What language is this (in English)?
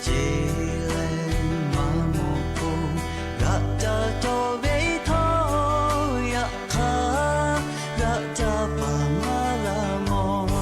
Lahu